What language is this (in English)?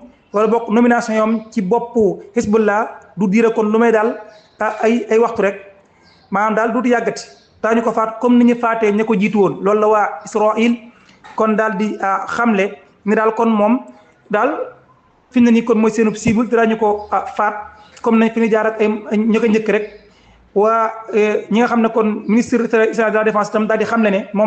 Wolof